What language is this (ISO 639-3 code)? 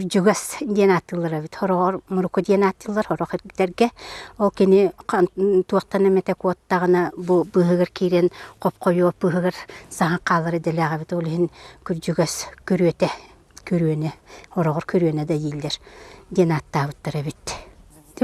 sah